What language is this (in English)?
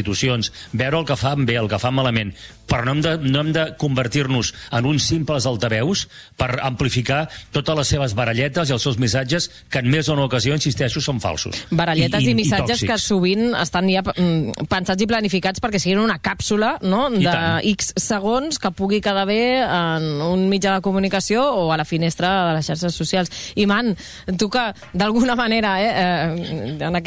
Catalan